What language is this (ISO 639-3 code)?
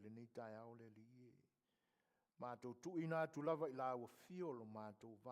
smo